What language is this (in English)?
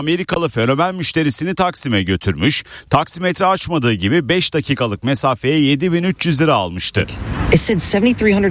Turkish